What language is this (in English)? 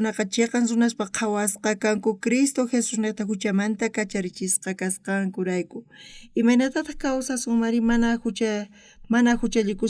South Bolivian Quechua